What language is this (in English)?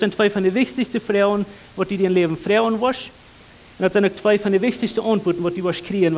Plautdietsch